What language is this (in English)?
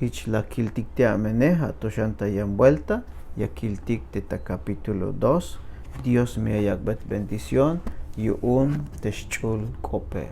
Tzeltal